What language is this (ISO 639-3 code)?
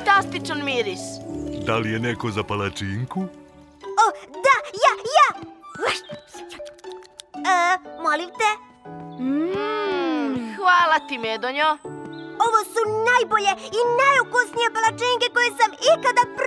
srp